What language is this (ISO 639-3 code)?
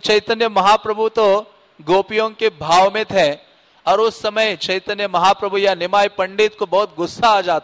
hin